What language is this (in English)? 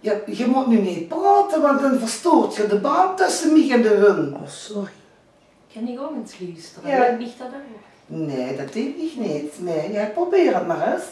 Limburgish